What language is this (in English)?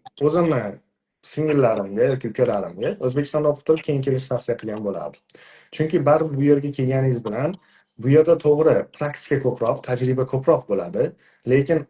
Uzbek